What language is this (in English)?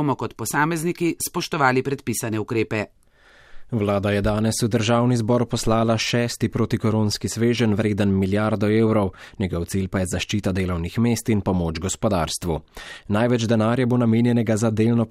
Slovenian